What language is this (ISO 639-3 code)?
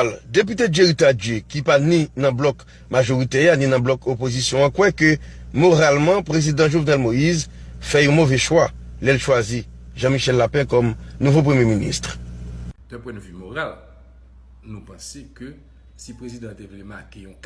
hat